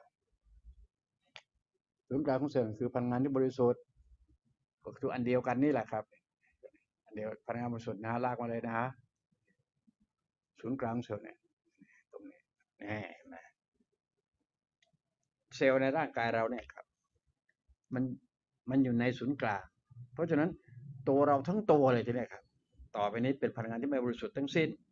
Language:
Thai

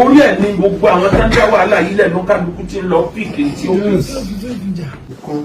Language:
Yoruba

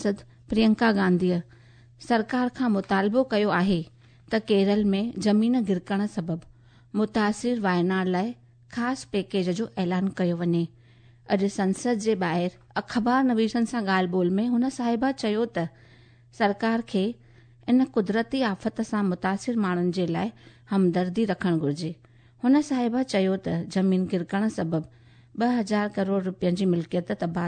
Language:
Sindhi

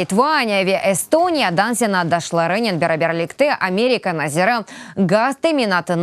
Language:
Crimean Tatar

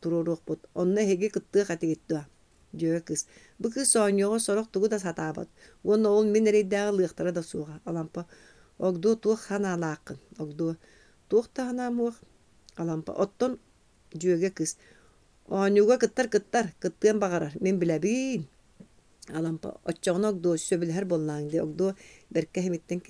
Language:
Yakut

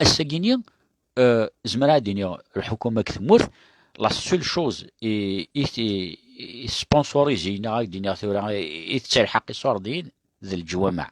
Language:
Kabyle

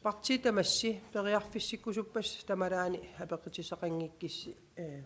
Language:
Kalaallisut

